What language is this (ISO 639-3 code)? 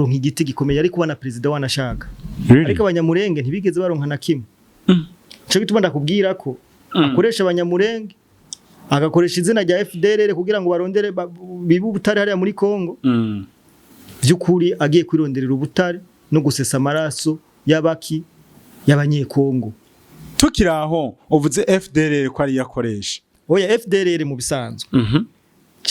run